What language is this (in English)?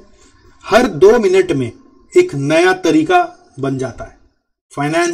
Hindi